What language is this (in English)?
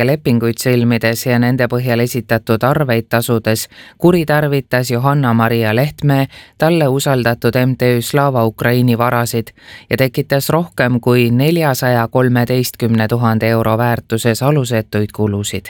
Estonian